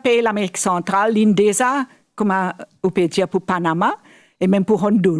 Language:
Morisyen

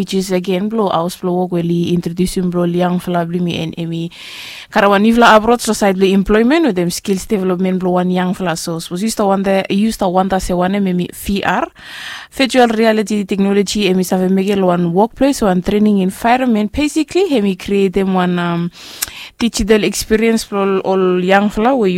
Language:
Bislama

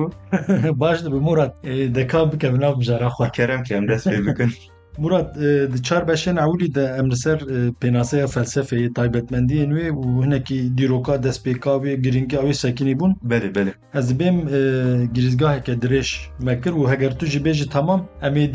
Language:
Kurdish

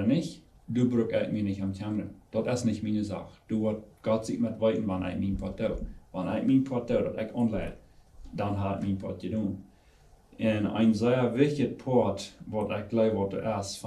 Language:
Plautdietsch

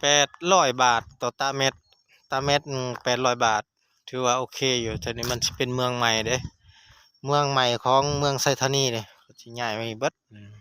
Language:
Lao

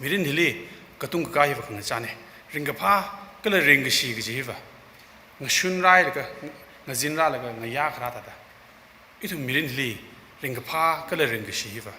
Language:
Tangkhul Naga (India)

